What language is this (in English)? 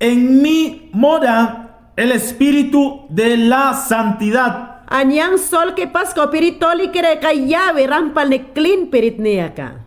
Mayangna